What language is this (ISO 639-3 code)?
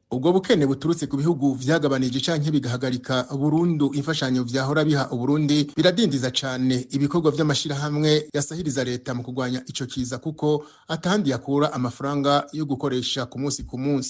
run